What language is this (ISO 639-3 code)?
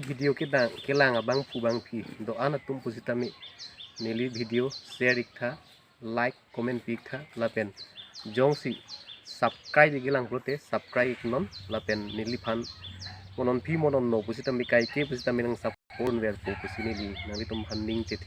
mjw